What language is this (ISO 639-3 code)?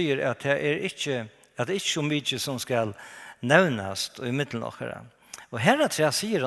fao